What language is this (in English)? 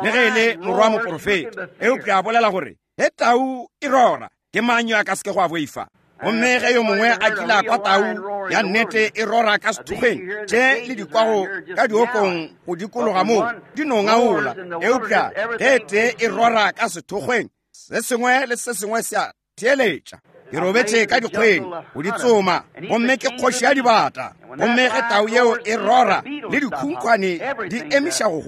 Northern Sotho